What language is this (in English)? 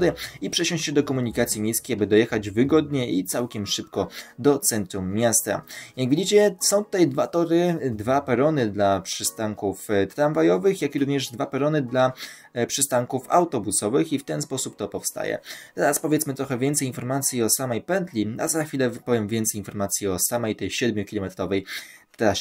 Polish